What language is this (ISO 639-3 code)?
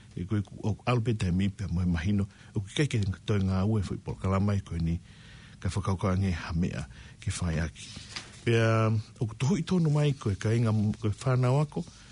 ton